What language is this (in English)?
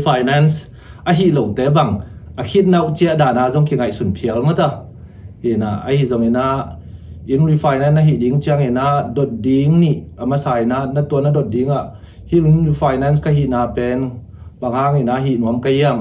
Tedim Chin